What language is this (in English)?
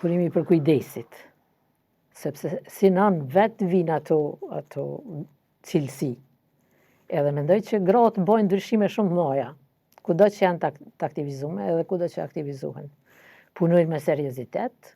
Albanian